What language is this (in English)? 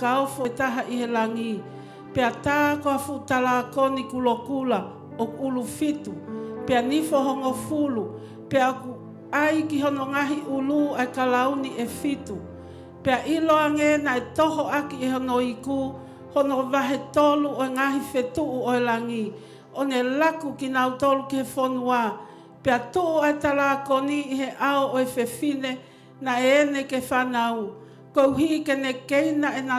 Tongan